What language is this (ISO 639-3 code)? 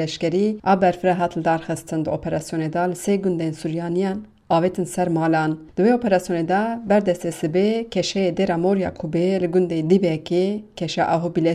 kur